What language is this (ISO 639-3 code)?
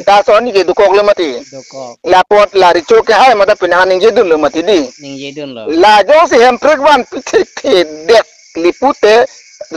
mjw